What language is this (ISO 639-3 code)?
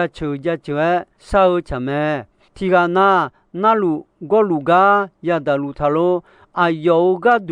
ahk